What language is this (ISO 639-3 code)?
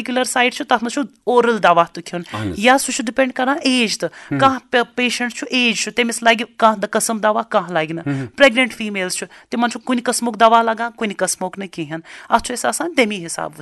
kas